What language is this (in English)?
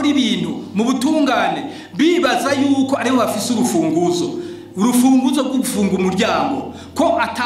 Rundi